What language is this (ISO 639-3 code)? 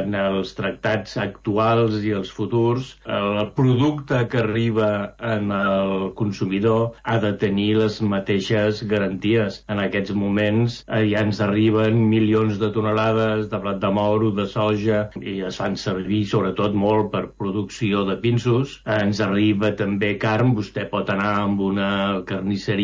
cat